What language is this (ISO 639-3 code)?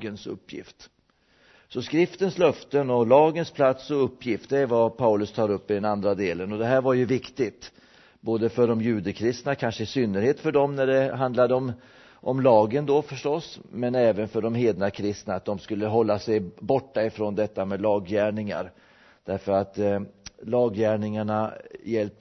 swe